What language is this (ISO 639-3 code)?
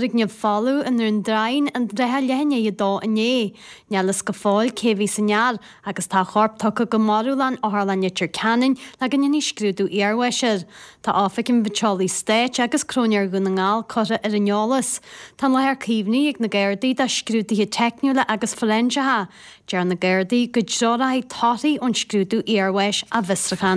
gle